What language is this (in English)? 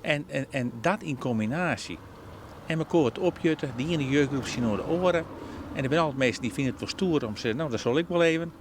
Western Frisian